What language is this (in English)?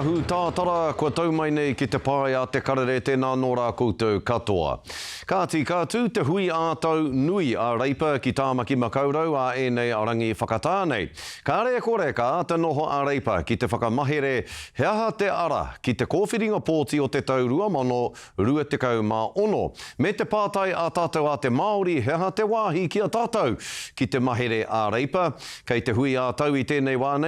Māori